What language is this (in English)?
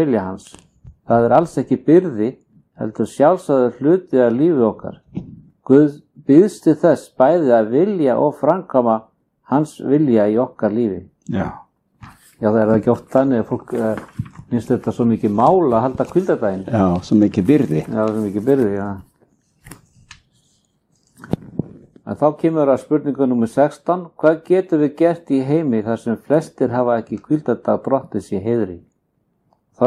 Icelandic